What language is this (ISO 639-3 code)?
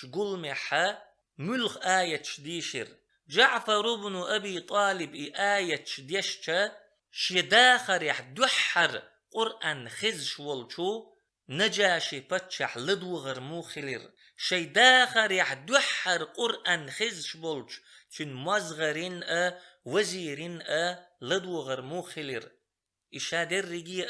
che